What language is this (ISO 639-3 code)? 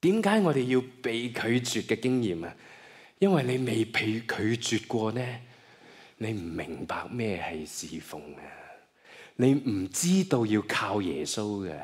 yue